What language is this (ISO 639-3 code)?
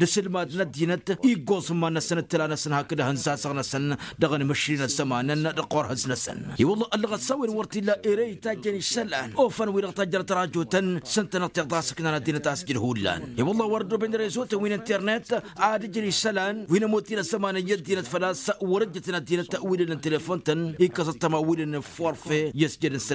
taq